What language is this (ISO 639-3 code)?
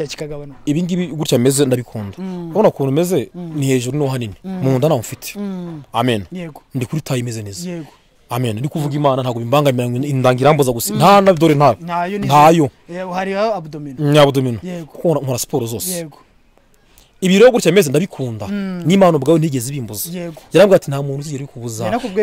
kin